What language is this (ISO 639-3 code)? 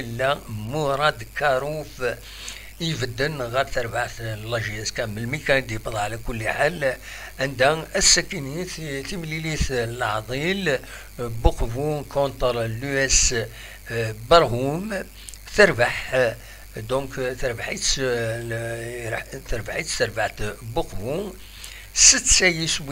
kab